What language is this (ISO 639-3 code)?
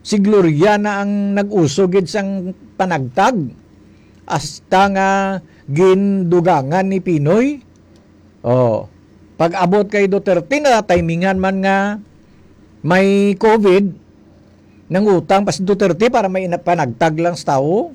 hil